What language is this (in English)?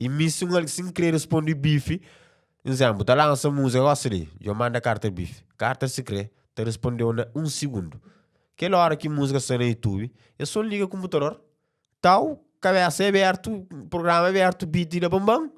Kabuverdianu